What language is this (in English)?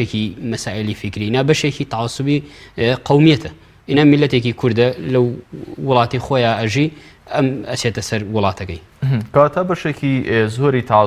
Central Kurdish